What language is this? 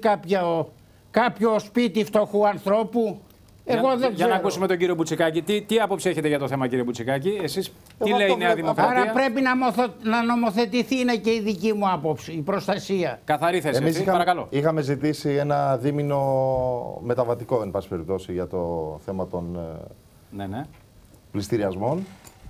Greek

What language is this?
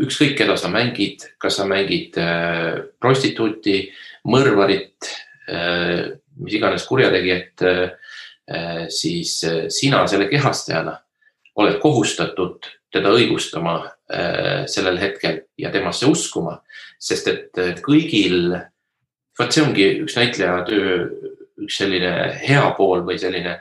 Estonian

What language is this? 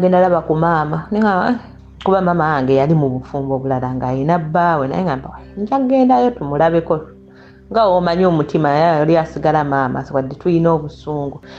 Ganda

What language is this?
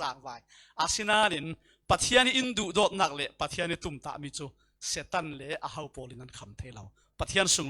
Falam Chin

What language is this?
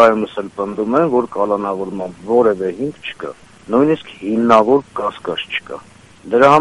Armenian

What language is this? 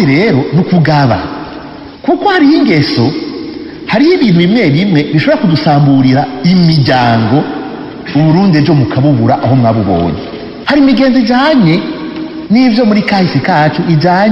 Rundi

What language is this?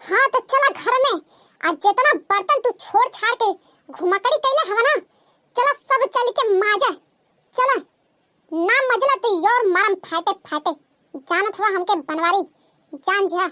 Bhojpuri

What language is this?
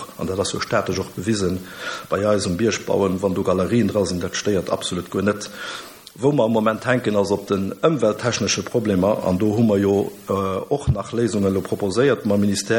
Luxembourgish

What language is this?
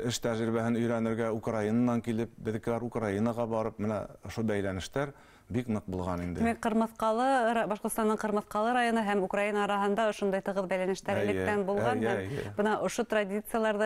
Bashkir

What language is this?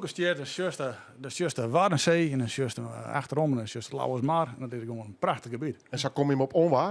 Western Frisian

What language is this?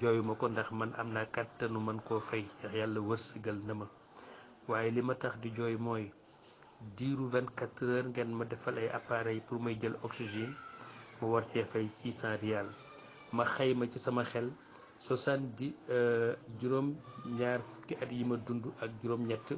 Wolof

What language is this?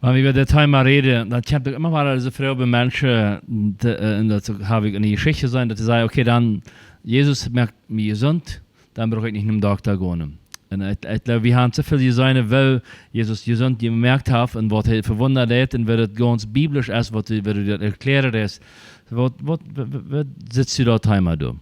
Plautdietsch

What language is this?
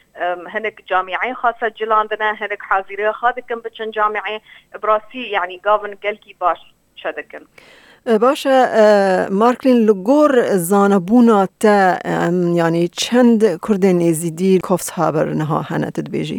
Kurdish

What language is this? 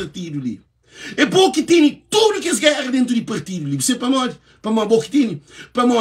Kabuverdianu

